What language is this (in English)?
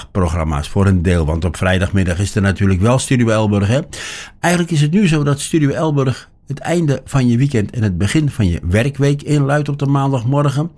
Dutch